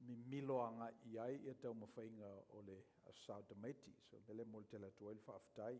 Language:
Samoan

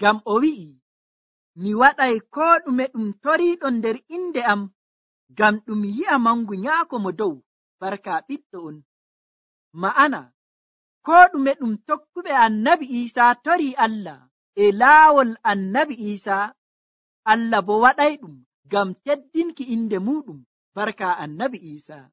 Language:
Nigerian Fulfulde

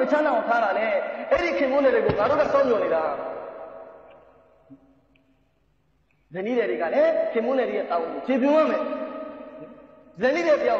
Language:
Burmese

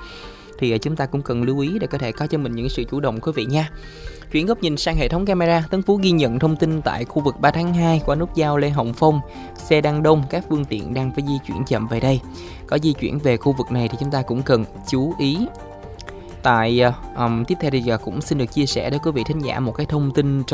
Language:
Vietnamese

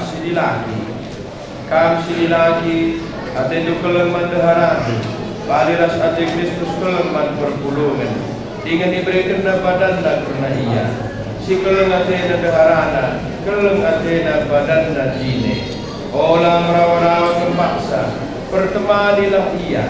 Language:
Batak Karo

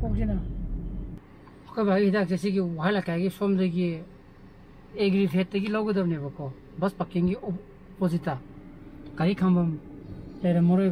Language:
Manipuri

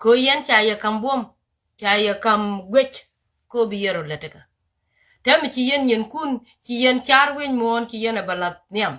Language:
Nuer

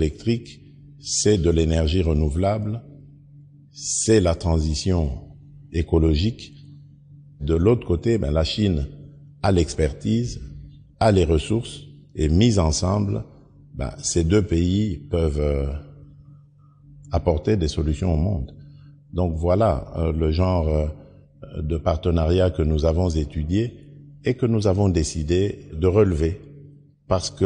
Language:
French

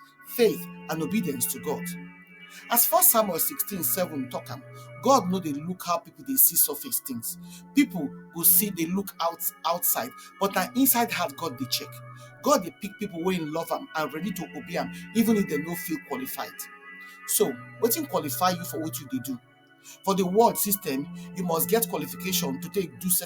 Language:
Nigerian Pidgin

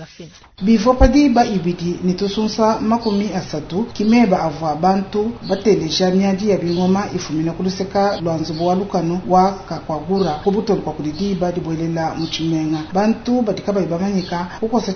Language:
Luba-Lulua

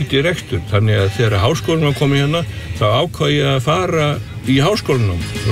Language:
Icelandic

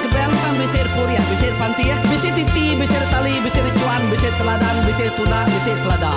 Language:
Iban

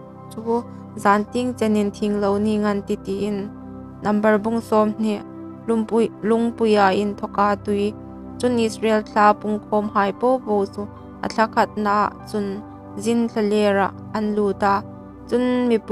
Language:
Hmar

